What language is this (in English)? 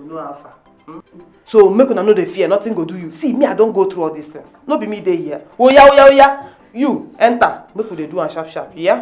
Nigerian Pidgin